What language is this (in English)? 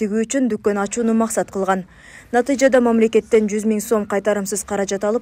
Kyrgyz